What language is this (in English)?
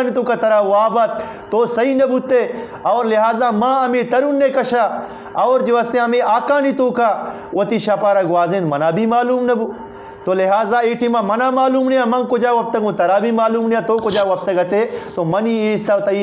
Eastern Balochi